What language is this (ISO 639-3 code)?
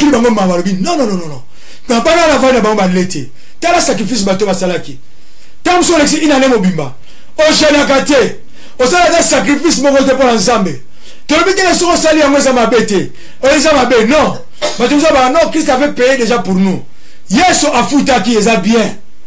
lin